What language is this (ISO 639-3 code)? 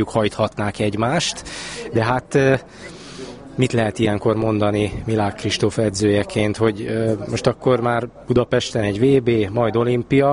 hun